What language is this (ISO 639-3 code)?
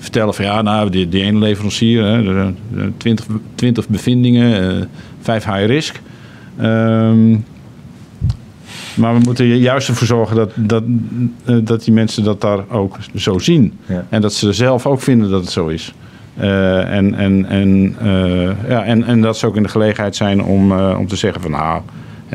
nld